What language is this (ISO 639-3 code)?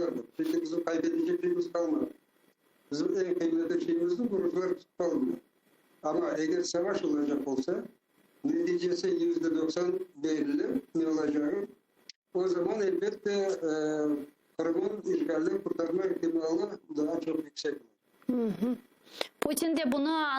crh